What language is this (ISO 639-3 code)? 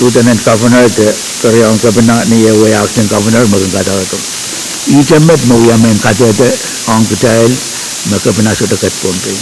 pon